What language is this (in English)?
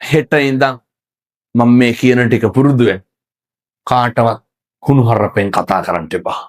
Sinhala